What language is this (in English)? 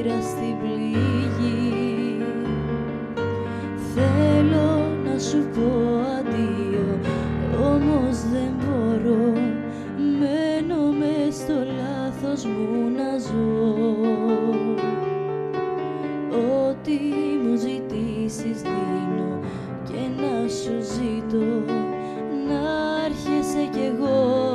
Greek